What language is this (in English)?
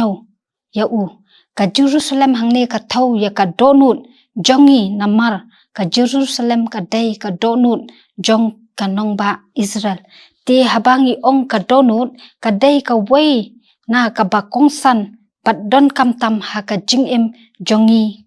Khasi